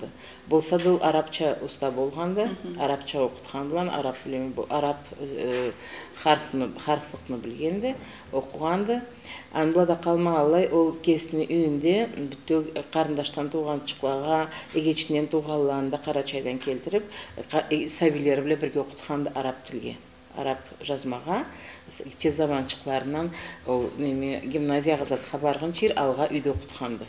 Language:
Karachay-Balkar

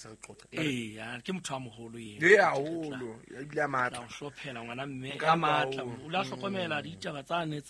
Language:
Southern Sotho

